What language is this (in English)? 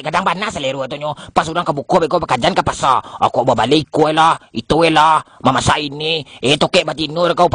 Minangkabau